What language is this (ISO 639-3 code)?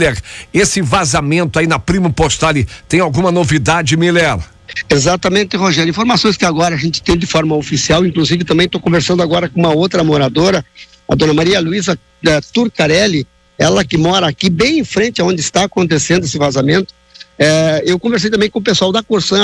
por